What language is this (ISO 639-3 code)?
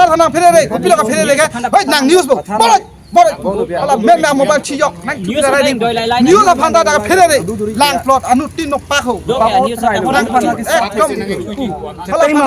mjw